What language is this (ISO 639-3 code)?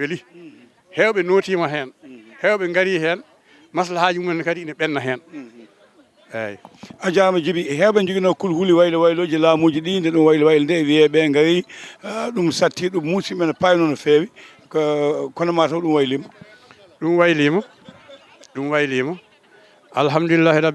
ful